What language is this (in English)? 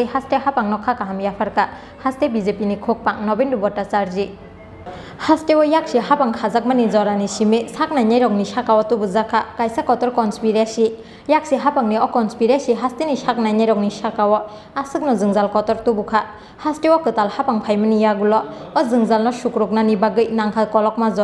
Kok Borok